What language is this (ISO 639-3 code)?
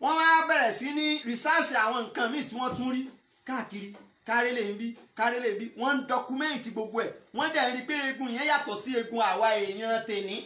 yor